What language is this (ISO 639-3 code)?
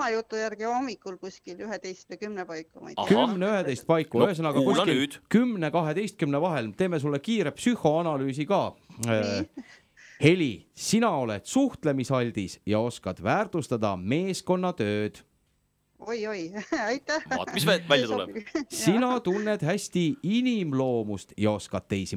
est